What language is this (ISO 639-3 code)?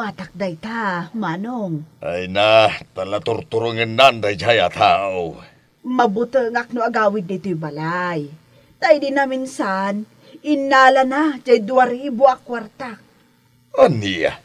ilo